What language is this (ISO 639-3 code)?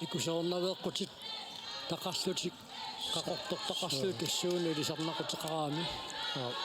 kal